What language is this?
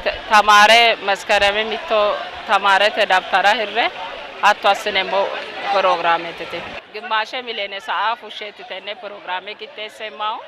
Sidamo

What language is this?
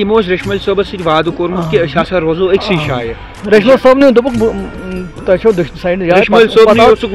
Kashmiri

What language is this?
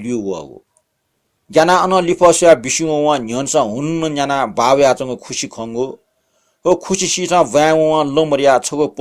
Newari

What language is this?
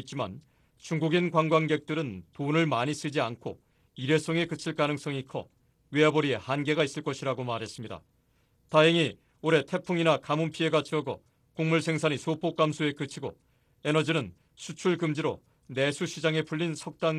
Korean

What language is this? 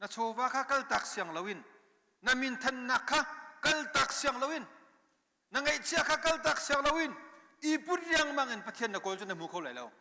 Hakha Chin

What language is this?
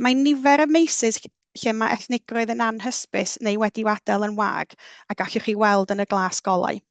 Welsh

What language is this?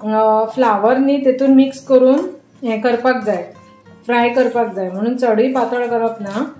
Konkani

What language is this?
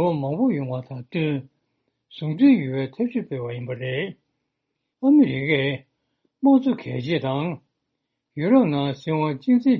Tibetan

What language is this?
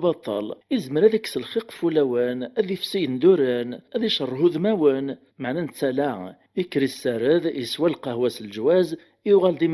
Kabyle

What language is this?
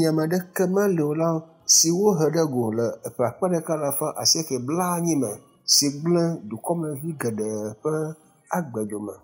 Ewe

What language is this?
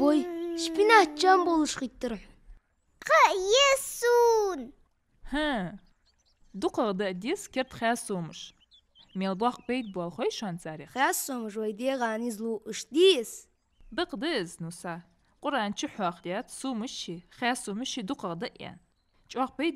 Ingush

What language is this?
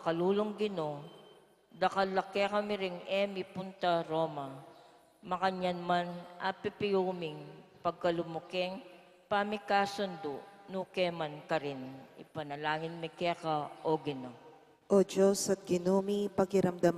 Pampanga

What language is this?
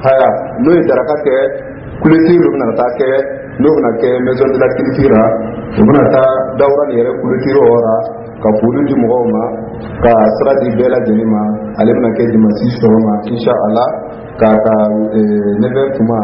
Dyula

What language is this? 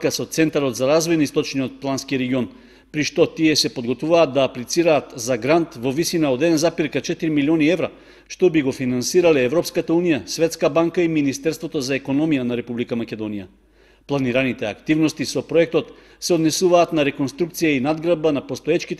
Macedonian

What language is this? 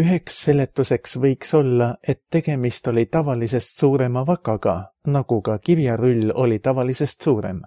Estonian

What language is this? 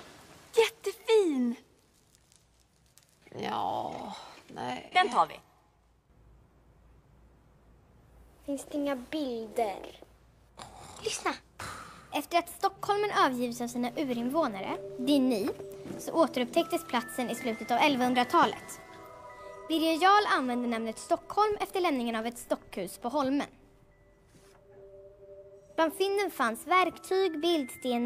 Swedish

